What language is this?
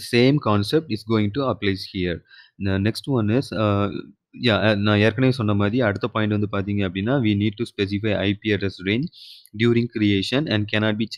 Tamil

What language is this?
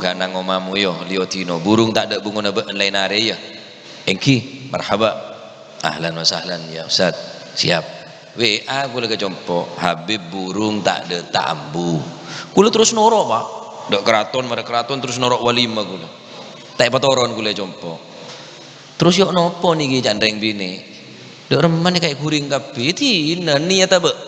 Madurese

